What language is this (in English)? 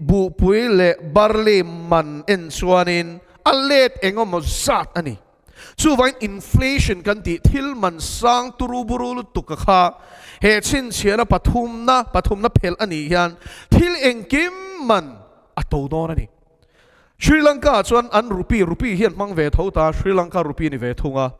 Mizo